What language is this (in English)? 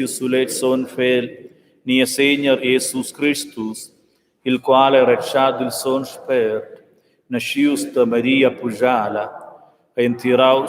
Romansh